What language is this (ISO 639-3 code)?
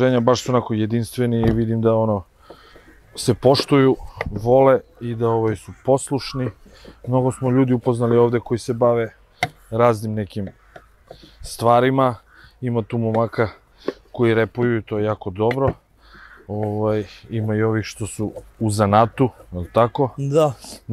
srp